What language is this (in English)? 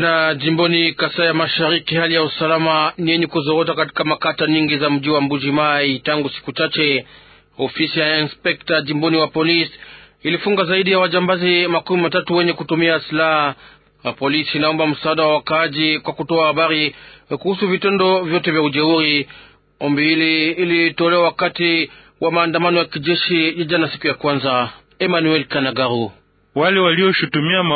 Swahili